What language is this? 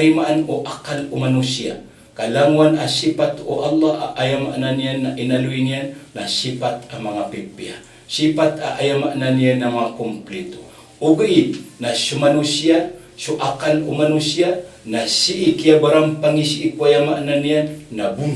Maranao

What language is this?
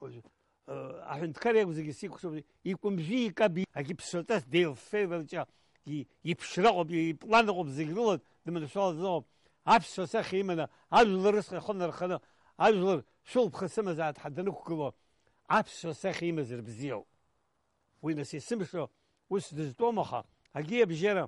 Abkhazian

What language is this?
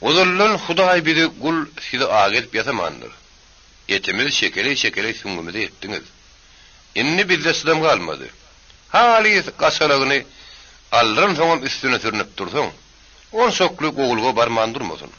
Turkmen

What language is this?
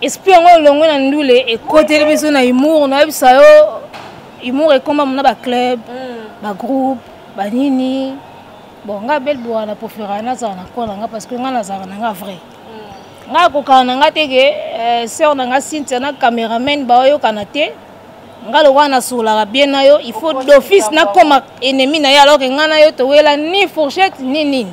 Lingala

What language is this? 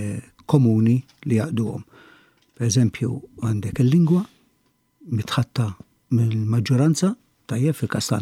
Maltese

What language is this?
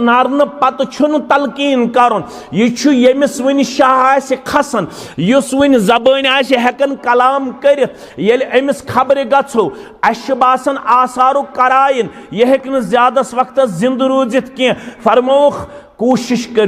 Kashmiri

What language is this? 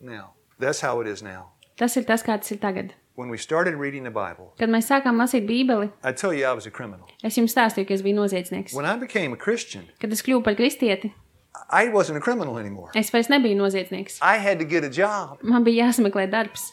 Latvian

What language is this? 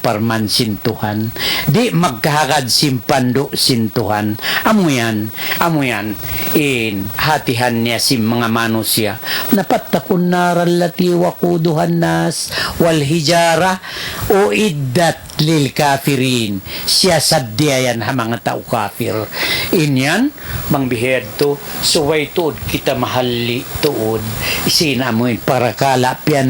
Tausug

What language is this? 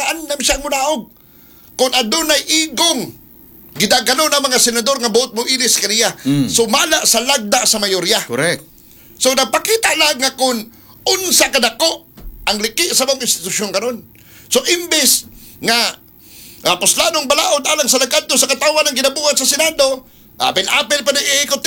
Cebuano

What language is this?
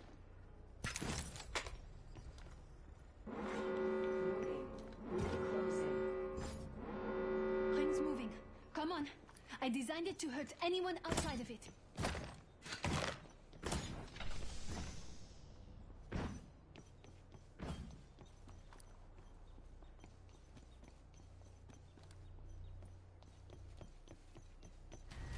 English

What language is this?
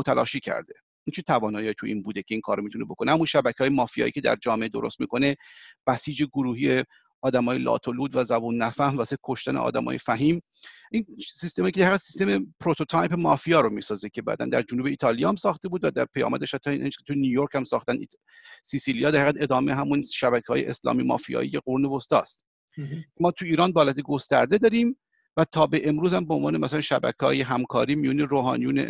Persian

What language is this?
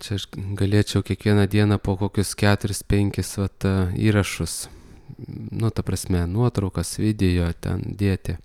Lithuanian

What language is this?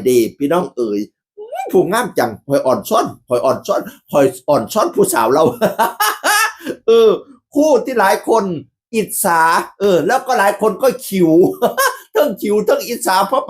Northeastern Thai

